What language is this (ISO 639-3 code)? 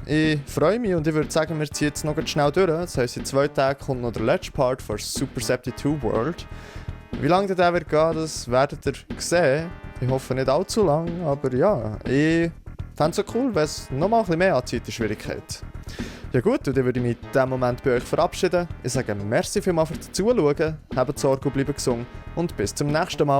gsw